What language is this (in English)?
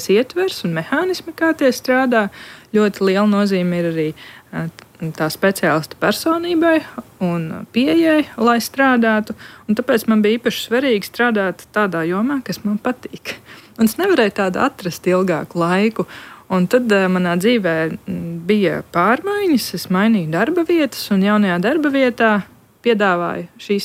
Latvian